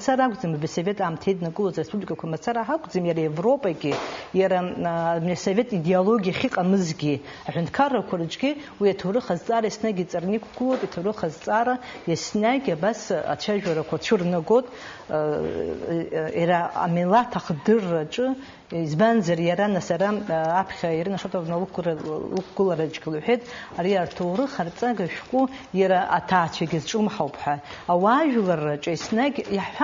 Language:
Abkhazian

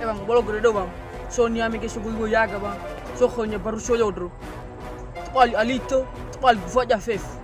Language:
Nias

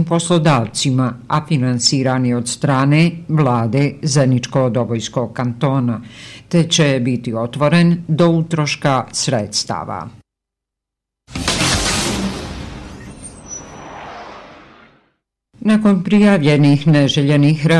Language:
Bosnian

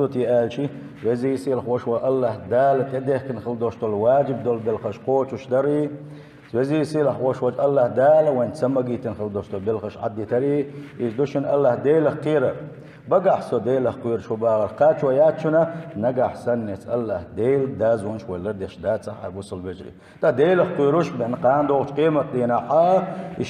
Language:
Chechen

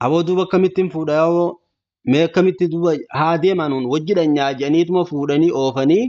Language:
Oromo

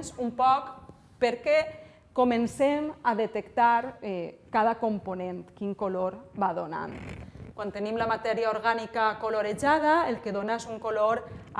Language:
Catalan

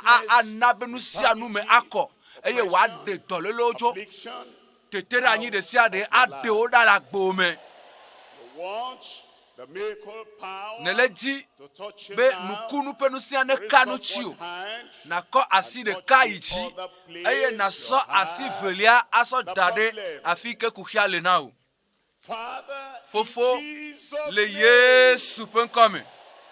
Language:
Ewe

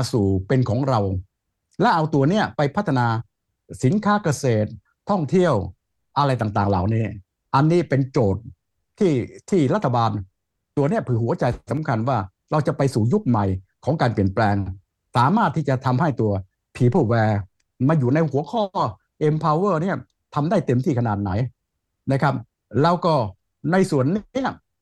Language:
Thai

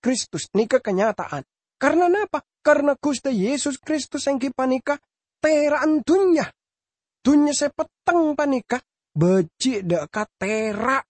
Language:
Madurese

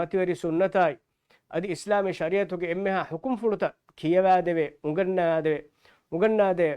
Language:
Divehi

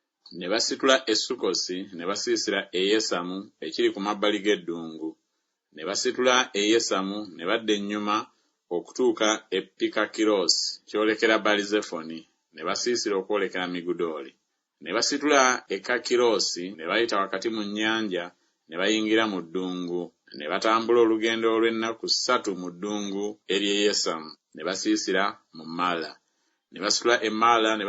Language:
Ganda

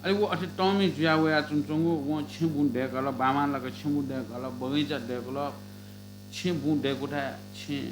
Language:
Newari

